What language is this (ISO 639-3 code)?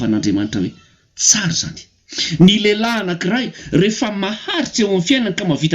mlg